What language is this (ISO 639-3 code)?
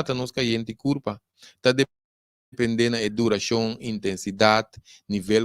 pap